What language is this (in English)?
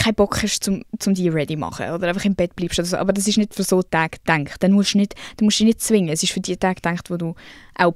Swiss German